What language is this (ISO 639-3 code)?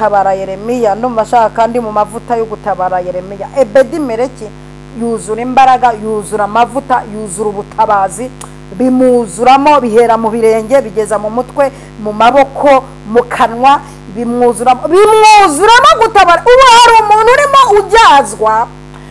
kin